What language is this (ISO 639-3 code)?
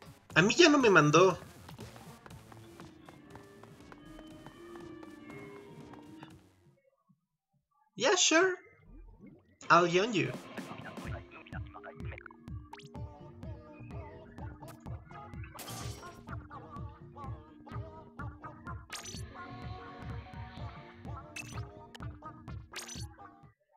spa